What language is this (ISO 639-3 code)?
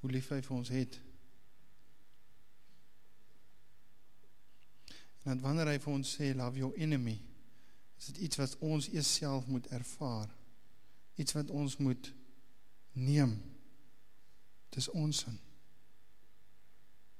afr